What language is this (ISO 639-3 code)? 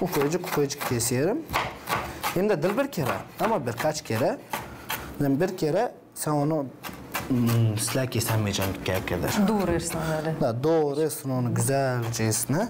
gag